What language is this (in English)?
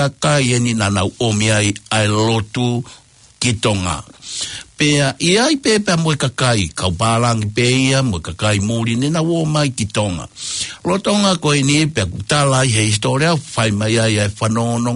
Tongan